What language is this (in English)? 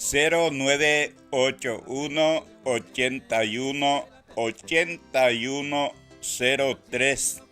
Guarani